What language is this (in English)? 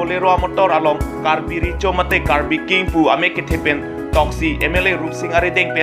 Karbi